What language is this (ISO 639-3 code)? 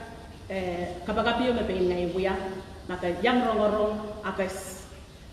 pon